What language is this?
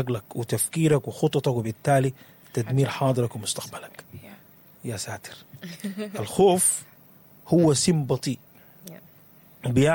Sudanese Arabic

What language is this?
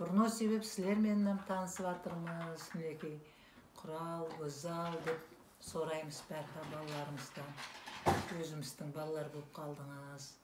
Kara-Kalpak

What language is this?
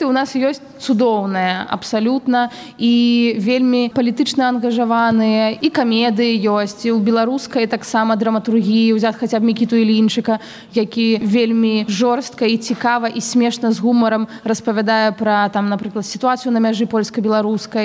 Belarusian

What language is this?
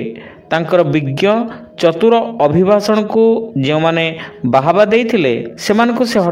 Odia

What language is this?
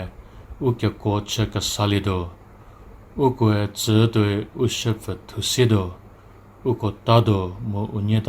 Angami Naga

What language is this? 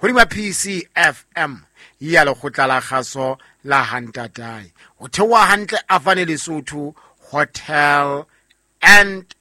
Southern Sotho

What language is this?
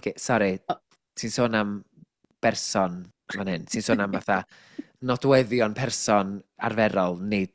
Welsh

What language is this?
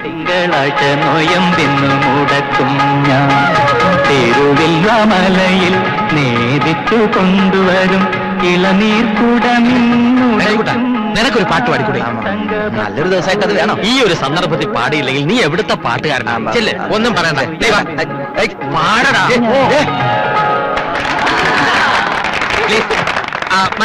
Malayalam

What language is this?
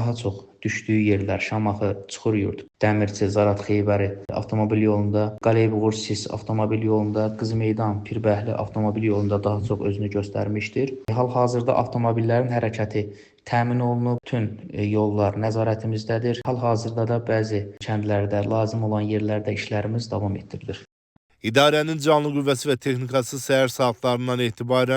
Azerbaijani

